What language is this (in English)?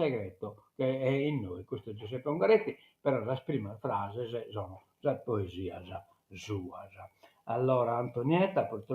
Sardinian